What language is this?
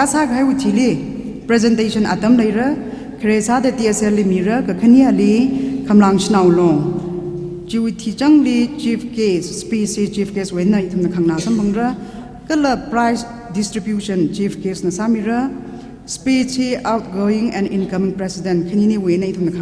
Tangkhul Naga (India)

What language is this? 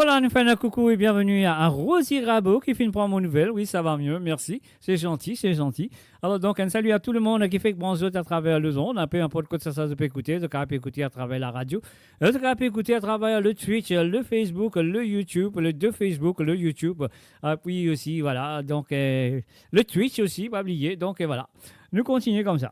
Morisyen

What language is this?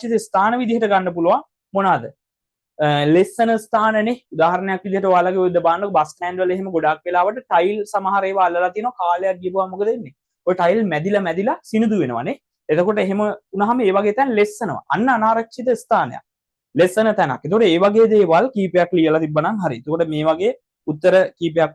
Sinhala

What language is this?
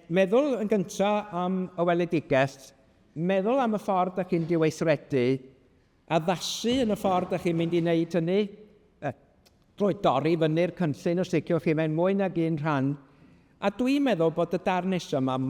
Welsh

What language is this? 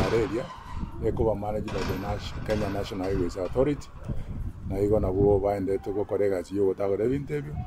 Gusii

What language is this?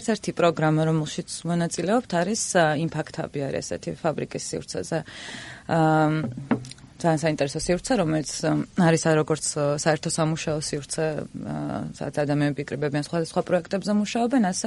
Georgian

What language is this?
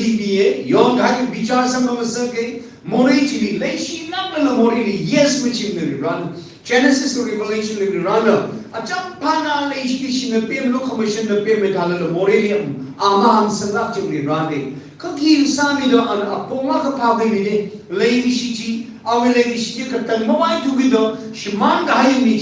Tangkhul Naga (India)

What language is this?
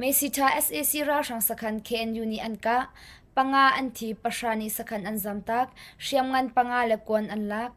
Hakha Chin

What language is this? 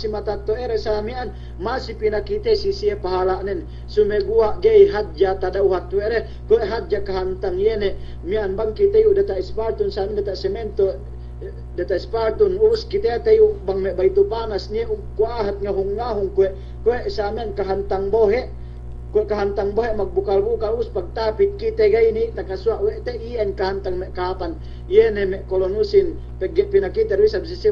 Yakan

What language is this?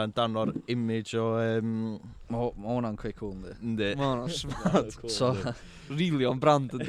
Welsh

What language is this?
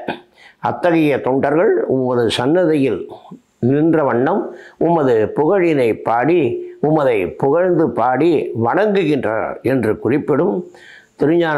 Tamil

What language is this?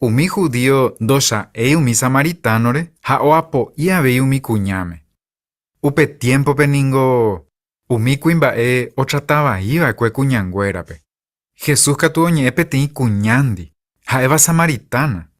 Guarani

